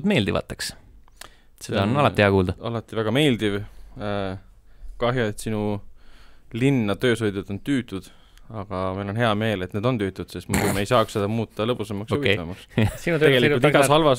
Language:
Estonian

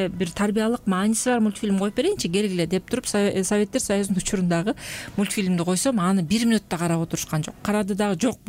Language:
Kyrgyz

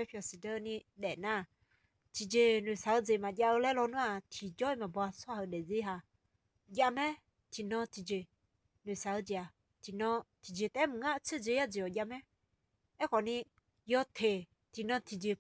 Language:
Akha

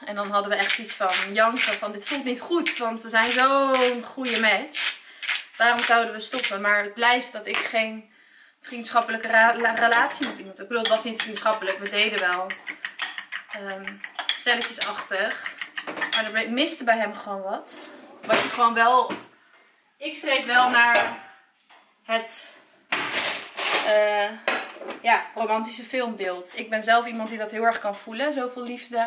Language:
Dutch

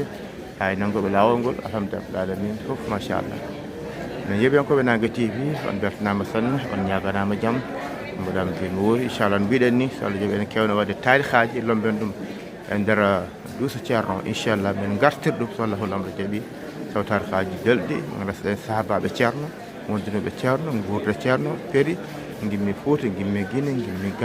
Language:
Fula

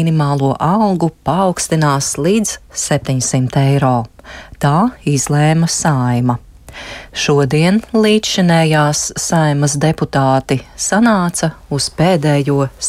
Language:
Latvian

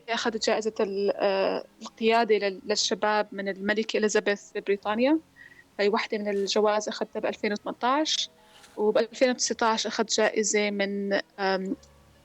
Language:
North Levantine Arabic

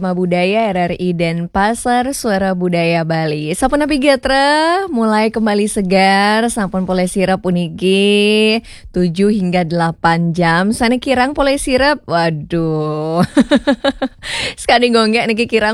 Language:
Balinese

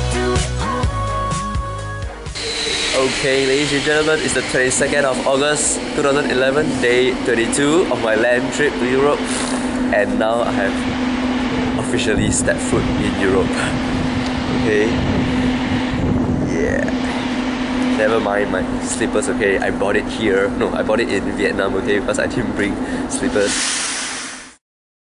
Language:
English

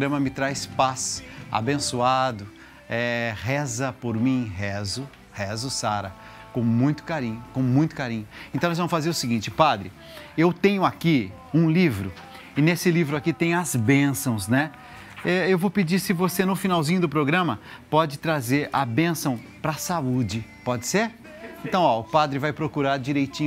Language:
Portuguese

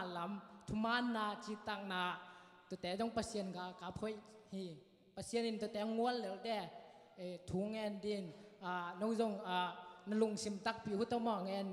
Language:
Tedim Chin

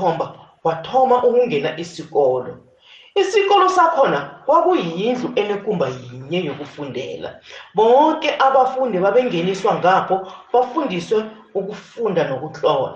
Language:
South Ndebele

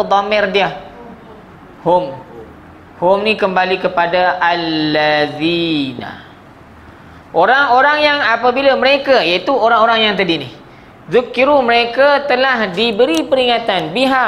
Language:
Malay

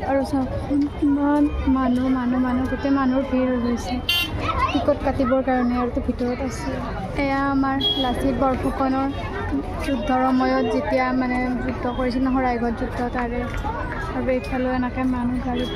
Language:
Assamese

